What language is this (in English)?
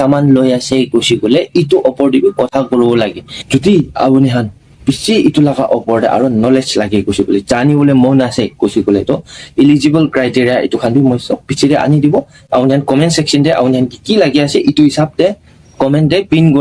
Naga Pidgin